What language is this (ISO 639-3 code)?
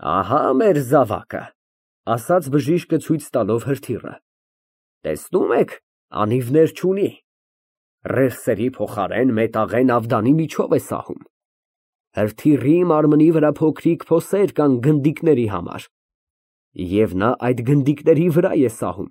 hye